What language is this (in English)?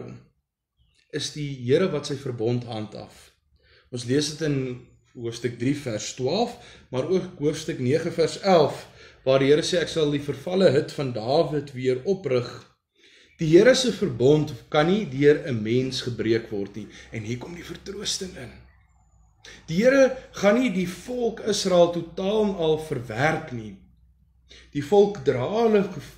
Afrikaans